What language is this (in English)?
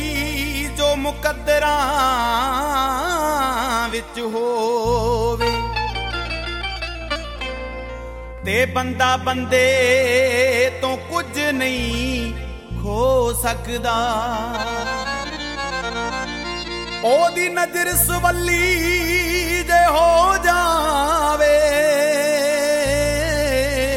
Punjabi